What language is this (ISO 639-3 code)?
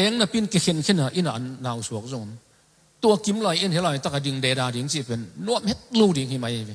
ctd